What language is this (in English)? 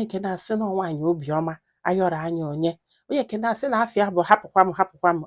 Igbo